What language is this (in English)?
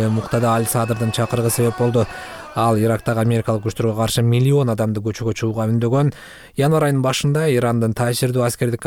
Kyrgyz